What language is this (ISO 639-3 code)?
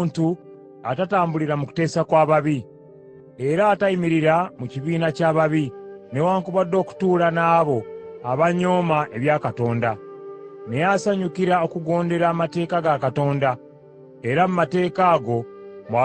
lug